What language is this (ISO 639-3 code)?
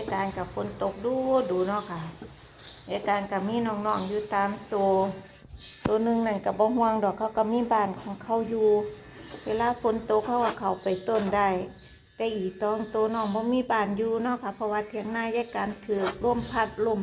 tts